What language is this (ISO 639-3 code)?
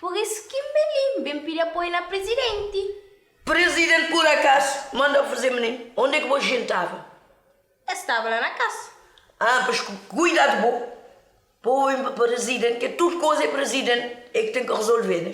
kea